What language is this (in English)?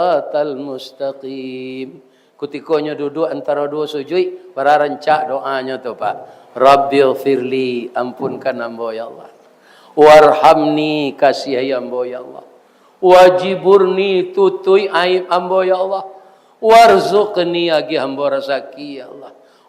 Minangkabau